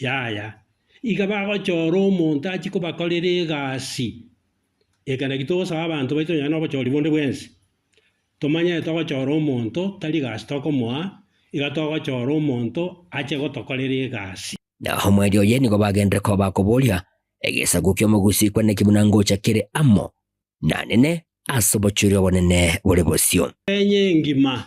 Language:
Gusii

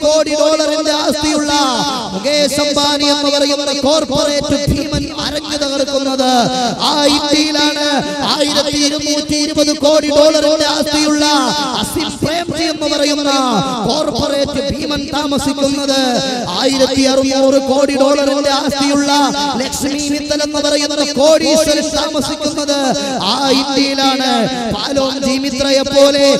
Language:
Malayalam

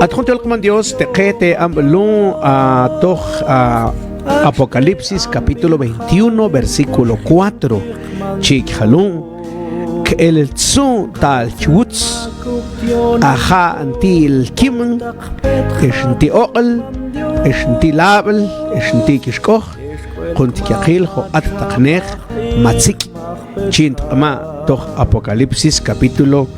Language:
Mam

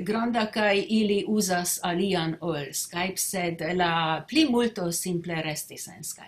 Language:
Esperanto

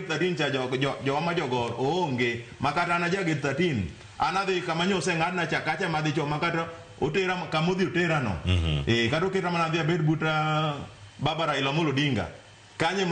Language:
Luo (Kenya and Tanzania)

